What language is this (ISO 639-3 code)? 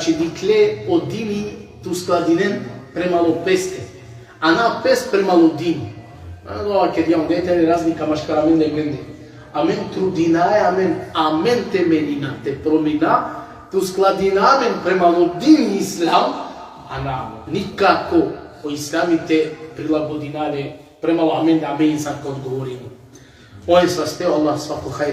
rmn